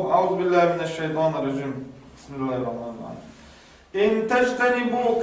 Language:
Chechen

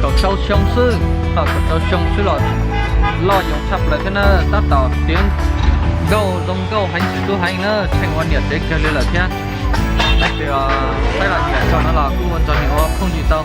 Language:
Hmong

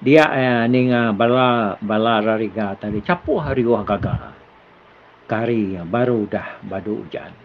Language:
Iban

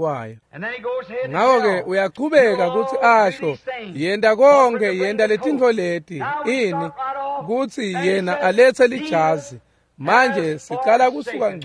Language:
Swati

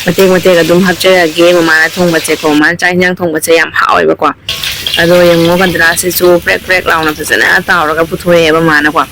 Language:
Manipuri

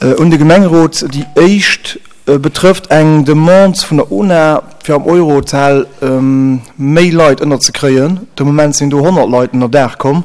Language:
Luxembourgish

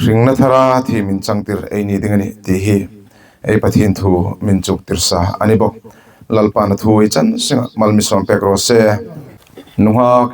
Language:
Hmar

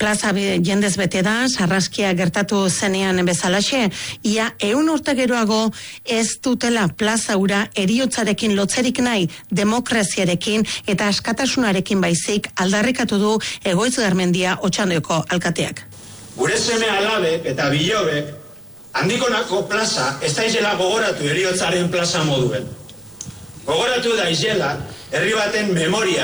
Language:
Basque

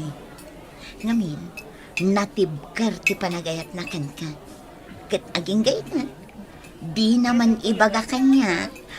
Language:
Iloko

